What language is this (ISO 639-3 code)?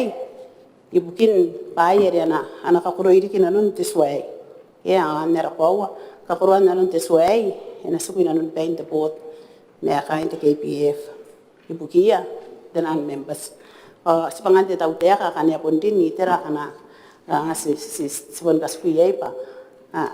gil